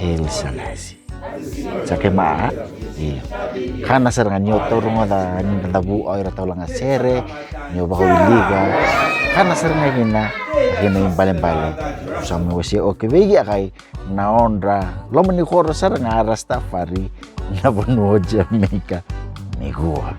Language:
Fijian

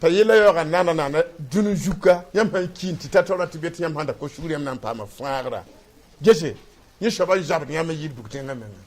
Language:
Mossi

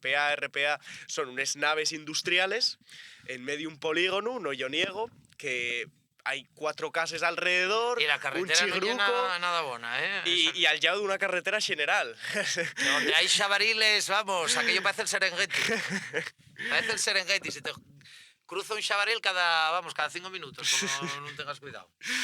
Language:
Asturian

